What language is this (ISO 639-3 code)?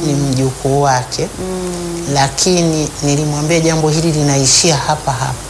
swa